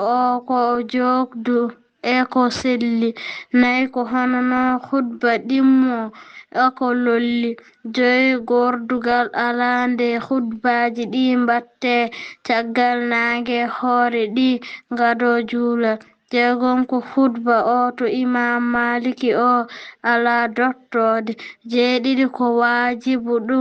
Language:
Fula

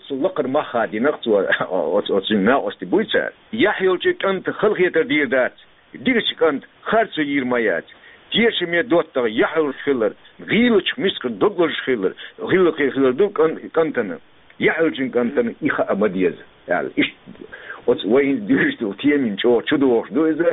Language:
Chechen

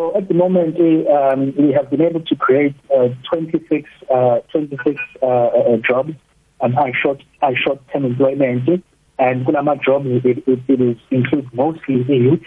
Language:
South Ndebele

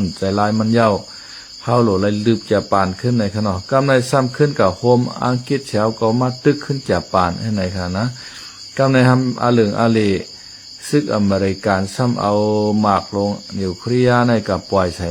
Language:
Shan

